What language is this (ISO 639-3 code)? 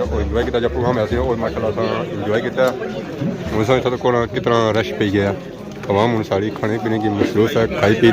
phr